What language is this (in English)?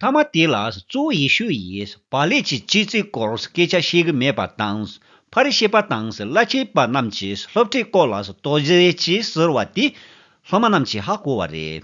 Tibetan